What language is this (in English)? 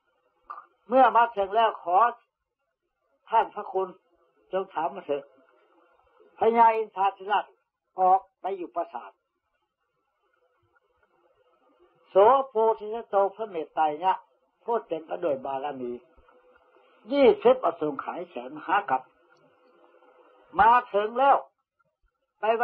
Thai